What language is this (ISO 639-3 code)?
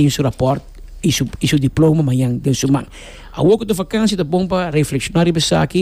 pap